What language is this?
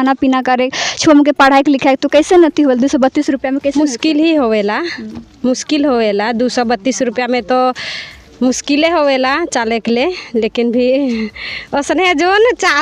Sadri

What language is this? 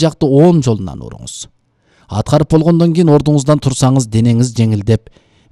Kyrgyz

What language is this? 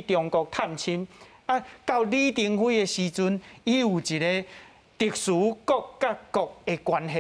Min Nan Chinese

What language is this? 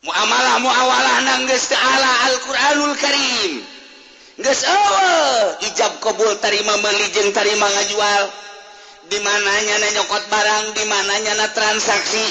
Sundanese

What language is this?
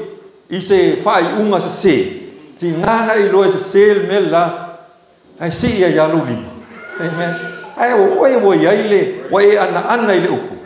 Samoan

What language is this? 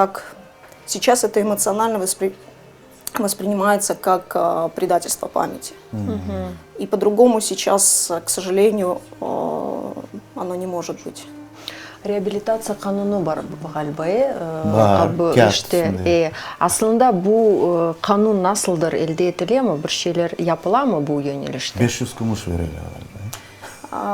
Crimean Tatar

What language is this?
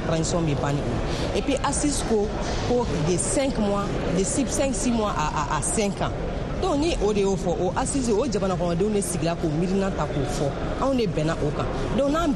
Bambara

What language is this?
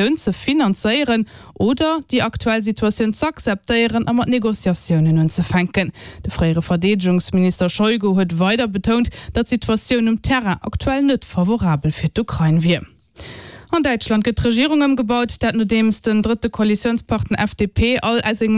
Luxembourgish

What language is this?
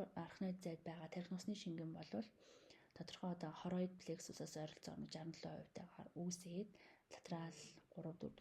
Mongolian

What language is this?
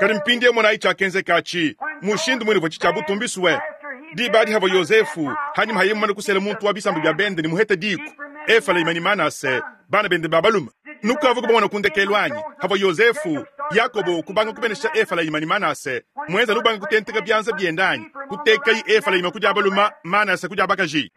Luba-Lulua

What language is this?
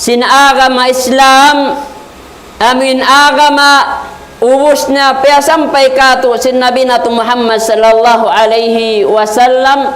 Tausug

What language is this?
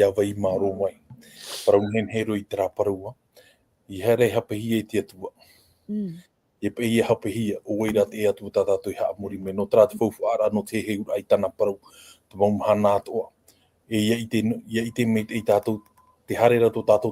Tahitian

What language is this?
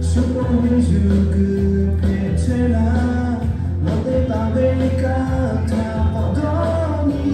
Lahu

